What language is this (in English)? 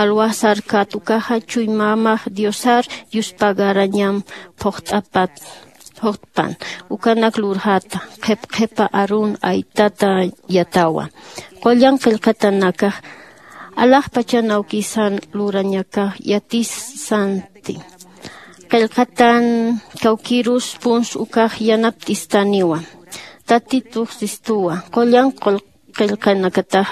Aymara